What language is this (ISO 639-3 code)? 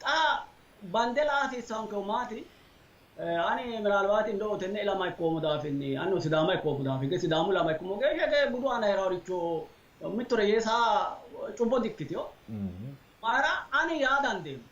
sid